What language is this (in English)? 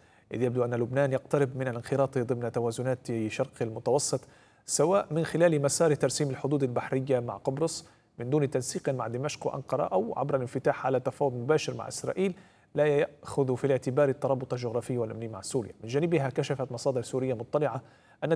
Arabic